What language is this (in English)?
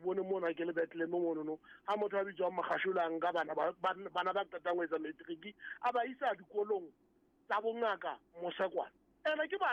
Southern Sotho